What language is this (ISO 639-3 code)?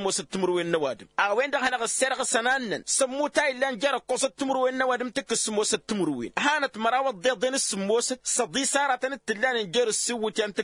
taq